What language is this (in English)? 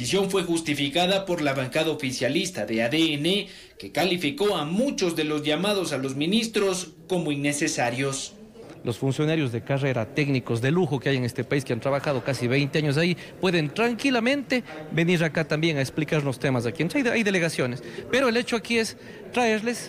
Spanish